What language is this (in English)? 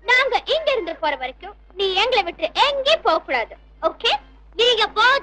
Tamil